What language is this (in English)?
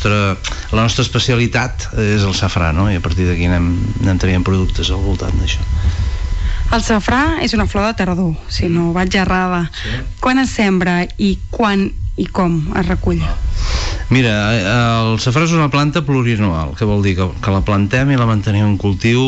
Catalan